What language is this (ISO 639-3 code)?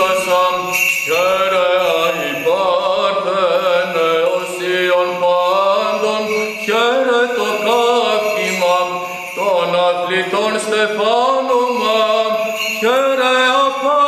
ell